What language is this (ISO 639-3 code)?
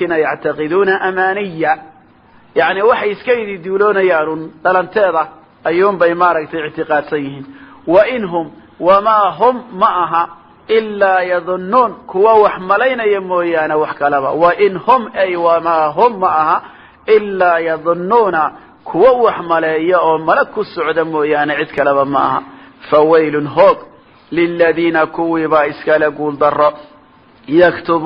som